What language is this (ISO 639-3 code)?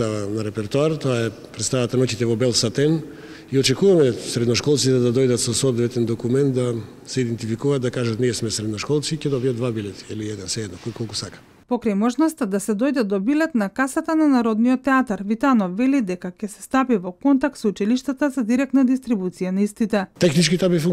mkd